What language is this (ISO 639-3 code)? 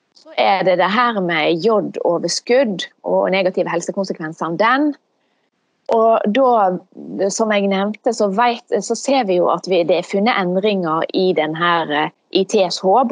nor